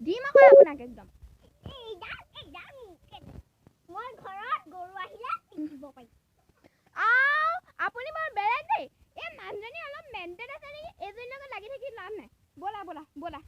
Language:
Assamese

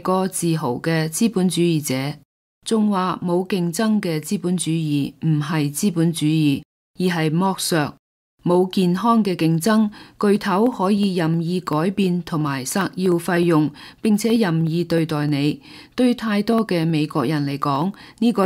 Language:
Cantonese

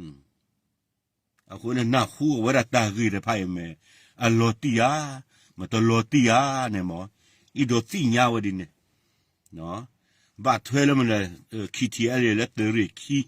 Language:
S'gaw Karen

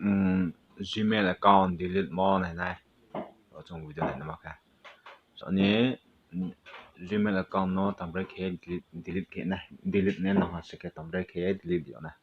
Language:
Riang (India)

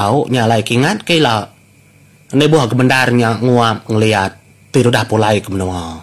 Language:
Iban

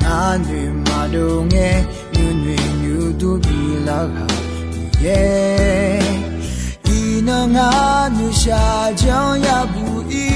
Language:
Akha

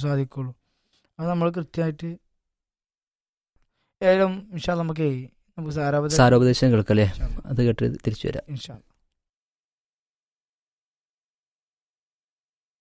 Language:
Malayalam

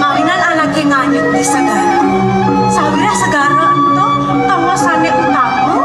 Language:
Balinese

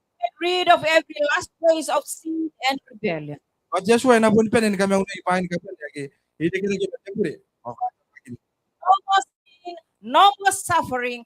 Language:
Gilbertese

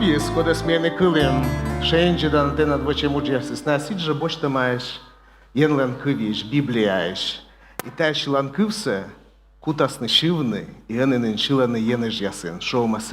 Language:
Komi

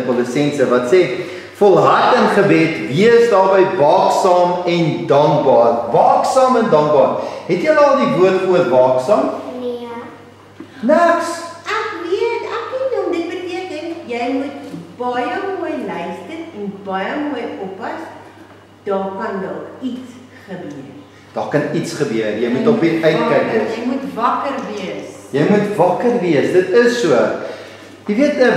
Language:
Afrikaans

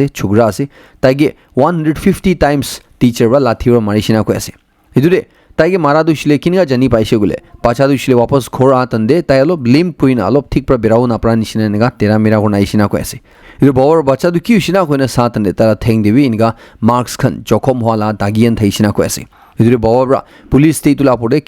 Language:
Naga Pidgin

